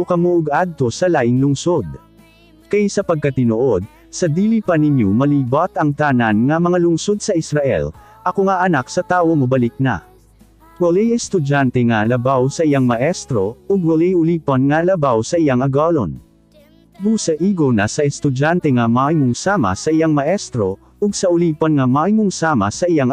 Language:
Cebuano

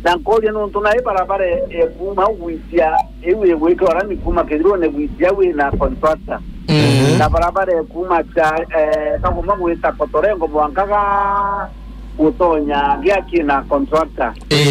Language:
Meru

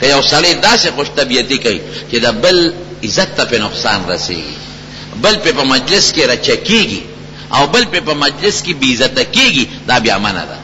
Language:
Pashto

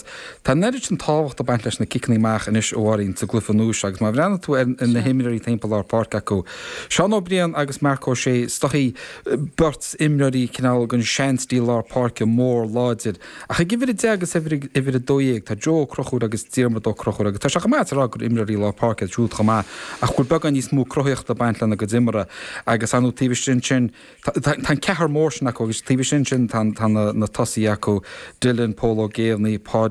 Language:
Irish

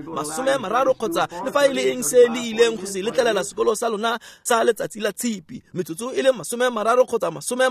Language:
Tswana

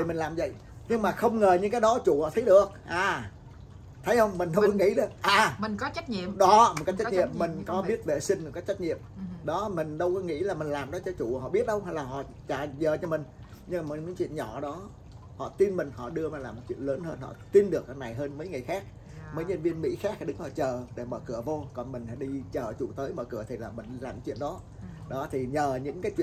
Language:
Vietnamese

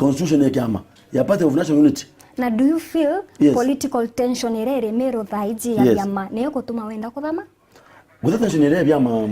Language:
Meru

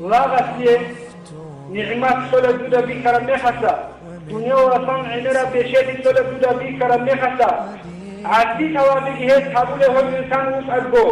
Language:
Avaric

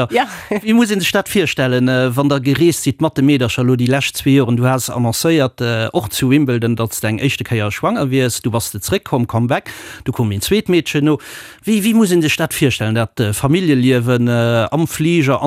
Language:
Luxembourgish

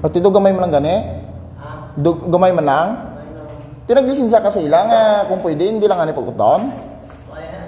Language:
Hiligaynon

